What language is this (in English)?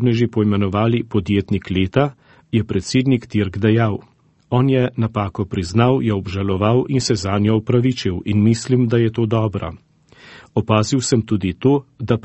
Slovenian